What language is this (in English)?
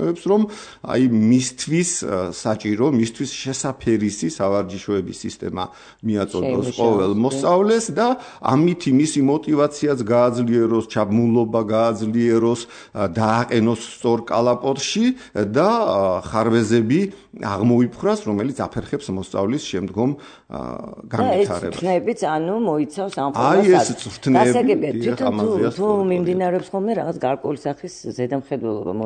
Georgian